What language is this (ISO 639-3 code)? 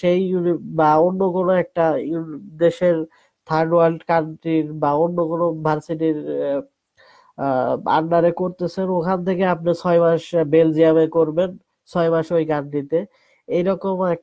ben